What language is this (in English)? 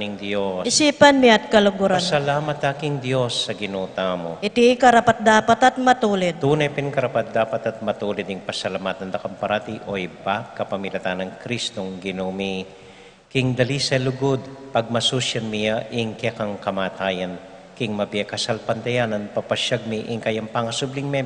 Pampanga